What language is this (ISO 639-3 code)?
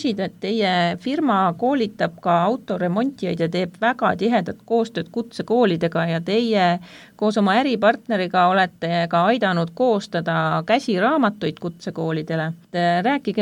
est